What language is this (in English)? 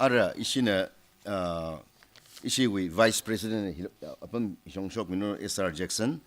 Tangkhul Naga (India)